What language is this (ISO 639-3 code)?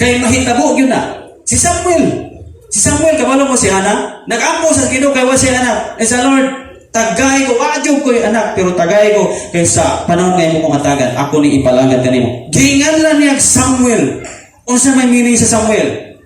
ceb